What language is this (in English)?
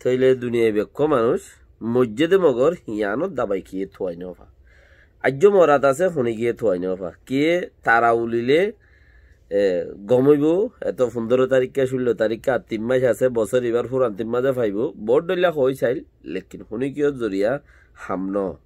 Rohingya